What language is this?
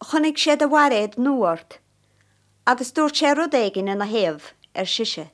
Irish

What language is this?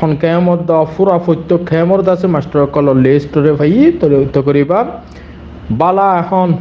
Rohingya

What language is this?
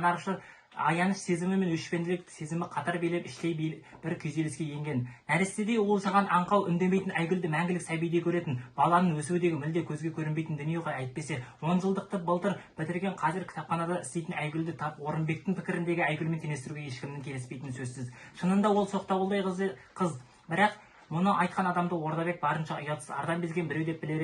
Kazakh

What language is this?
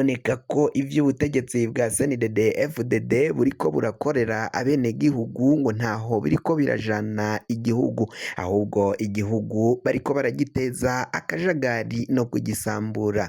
Rundi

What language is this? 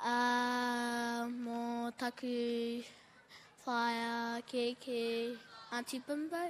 Māori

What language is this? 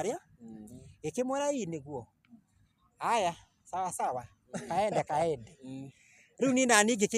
Kikuyu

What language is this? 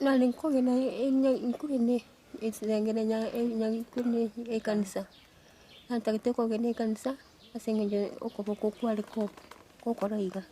Gusii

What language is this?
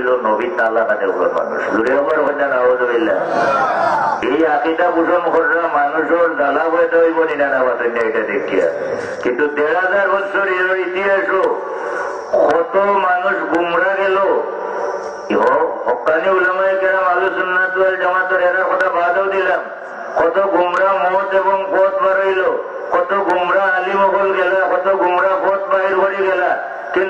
Bangla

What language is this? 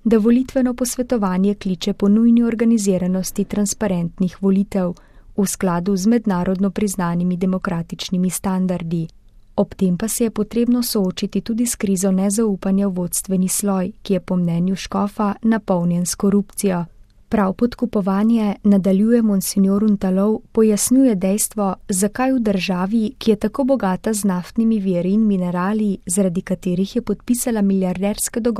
Slovenian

